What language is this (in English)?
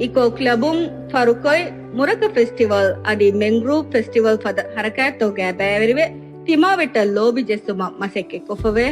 Divehi